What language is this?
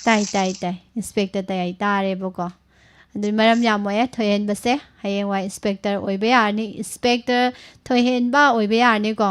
Manipuri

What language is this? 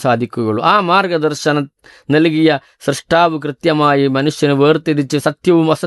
Malayalam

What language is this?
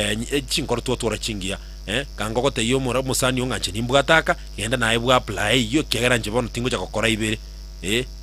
Gusii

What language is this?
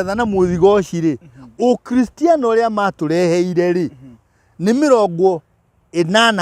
Kikuyu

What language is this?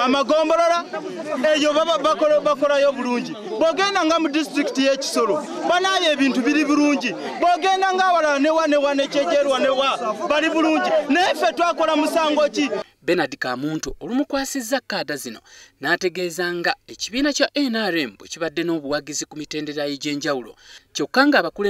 Ganda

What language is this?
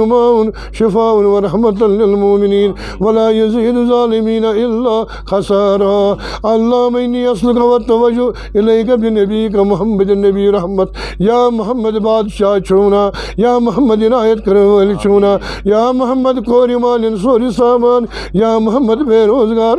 Kashmiri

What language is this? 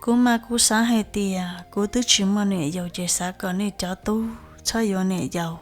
Hmong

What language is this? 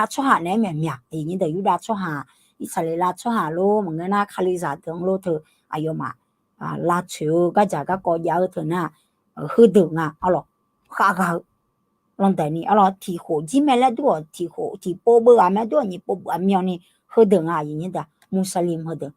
Akha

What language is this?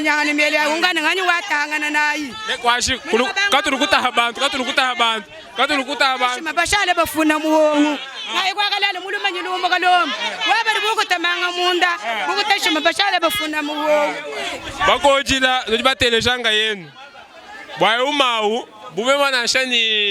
Luba-Lulua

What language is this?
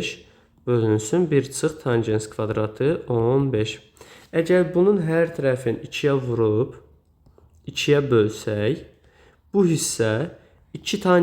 Azerbaijani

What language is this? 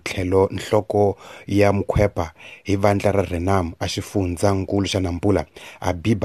Tsonga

